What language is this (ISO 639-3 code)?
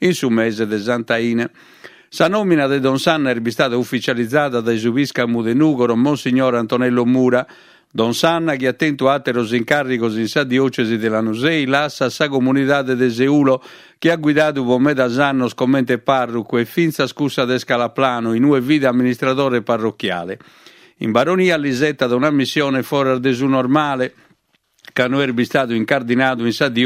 srd